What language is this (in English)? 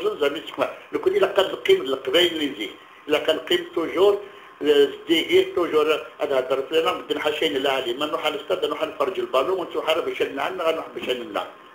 Kabyle